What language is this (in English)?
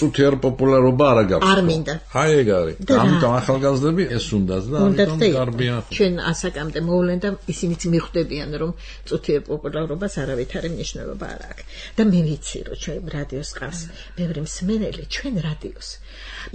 Georgian